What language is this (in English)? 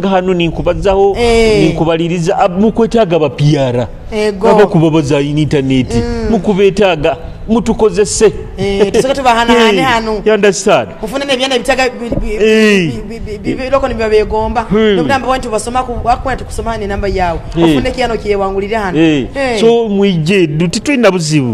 Nyoro